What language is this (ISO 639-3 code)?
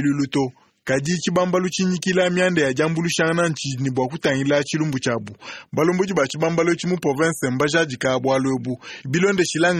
lua